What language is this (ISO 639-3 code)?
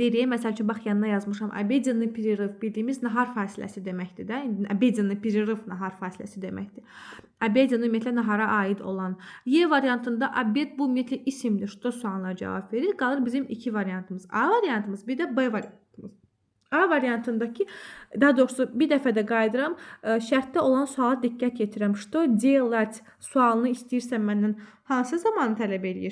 aze